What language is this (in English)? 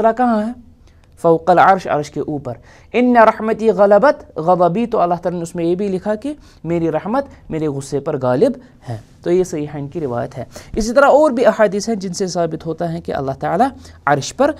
Urdu